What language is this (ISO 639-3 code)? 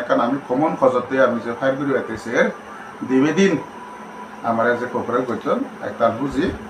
ccp